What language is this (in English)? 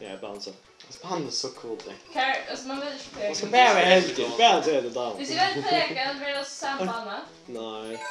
Faroese